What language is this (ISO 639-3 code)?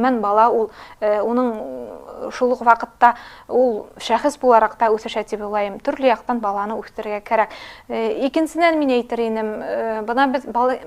bak